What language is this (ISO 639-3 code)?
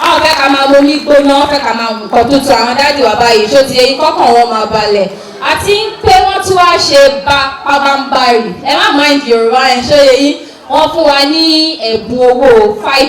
yor